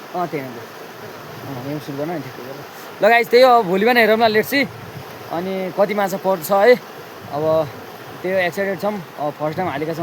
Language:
Nepali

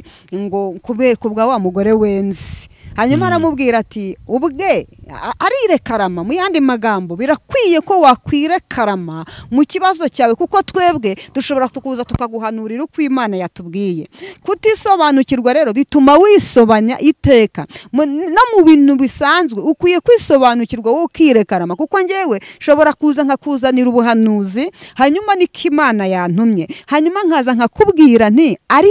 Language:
Kinyarwanda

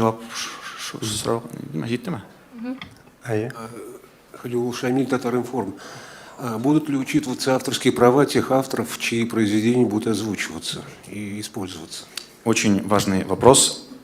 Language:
Tatar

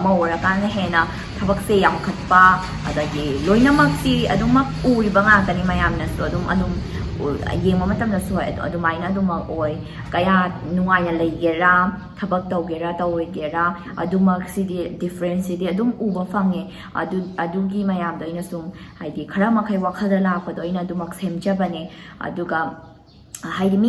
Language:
Manipuri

